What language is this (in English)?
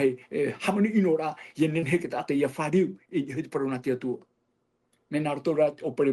Tahitian